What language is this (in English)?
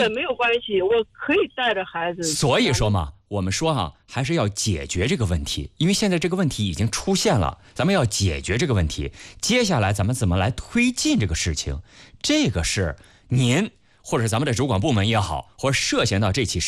Chinese